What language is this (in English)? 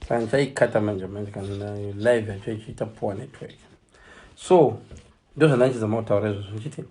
Shona